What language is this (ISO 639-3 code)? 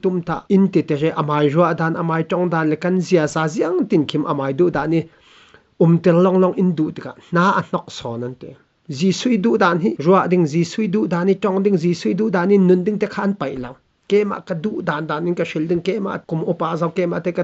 cfm